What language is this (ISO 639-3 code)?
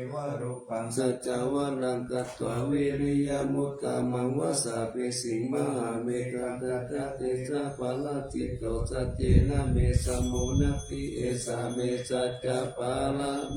pli